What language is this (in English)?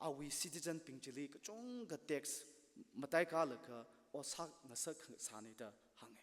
Tangkhul Naga (India)